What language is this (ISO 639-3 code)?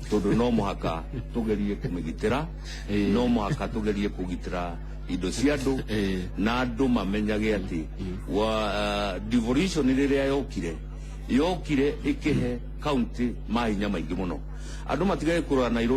kik